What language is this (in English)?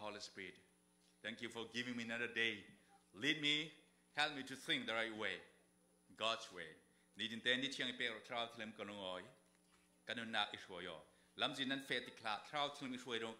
Falam Chin